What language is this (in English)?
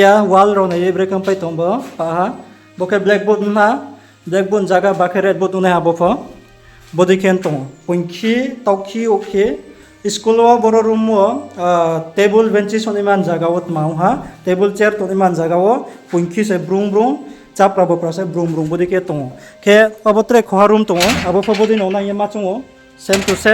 Riang (India)